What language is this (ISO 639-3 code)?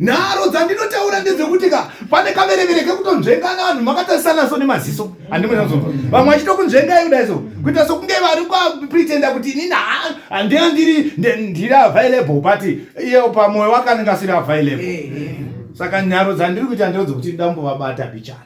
sna